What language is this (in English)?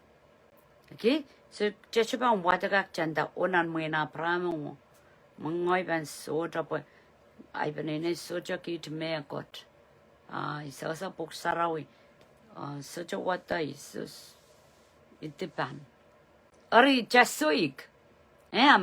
Pohnpeian